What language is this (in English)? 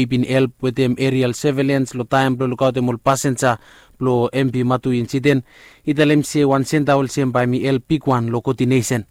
Bislama